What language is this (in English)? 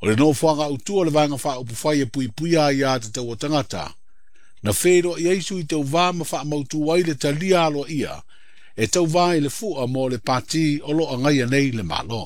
Samoan